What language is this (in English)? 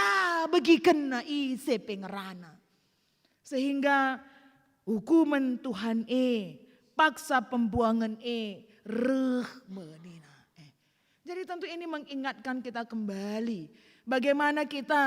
Batak Karo